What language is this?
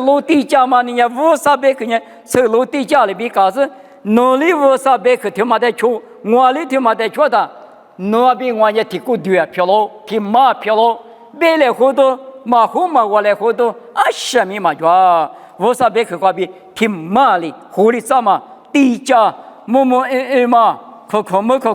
Lisu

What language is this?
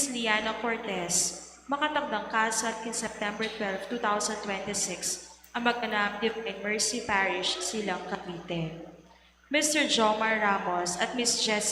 Pampanga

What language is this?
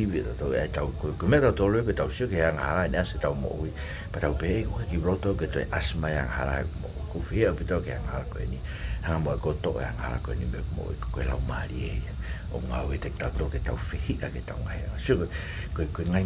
Tongan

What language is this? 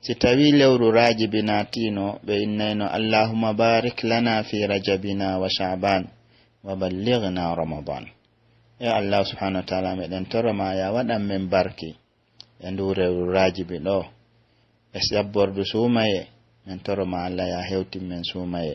Pular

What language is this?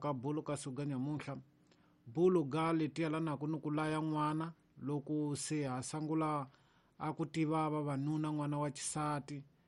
Tsonga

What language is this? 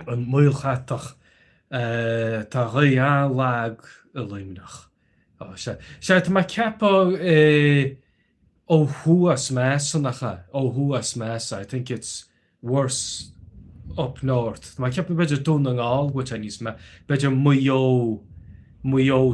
Irish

